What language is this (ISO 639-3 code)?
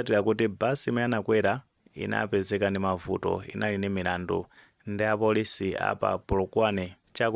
nya